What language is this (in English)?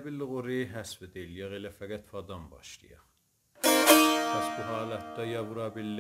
South Azerbaijani